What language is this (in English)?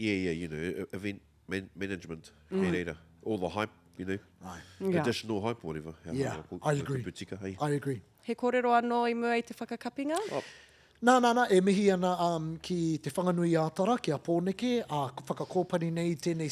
Māori